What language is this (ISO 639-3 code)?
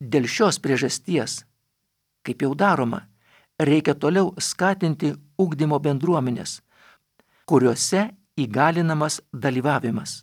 lit